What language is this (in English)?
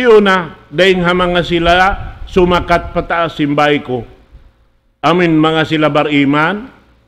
Tausug